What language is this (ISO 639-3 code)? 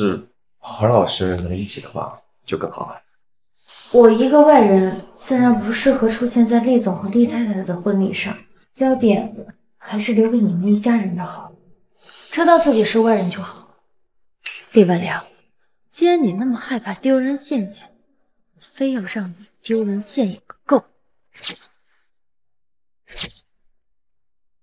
zho